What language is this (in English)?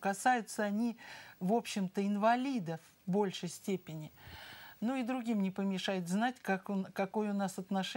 Russian